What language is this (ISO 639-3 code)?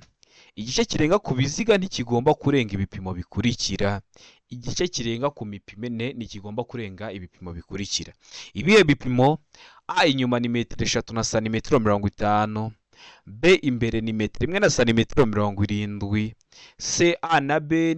kin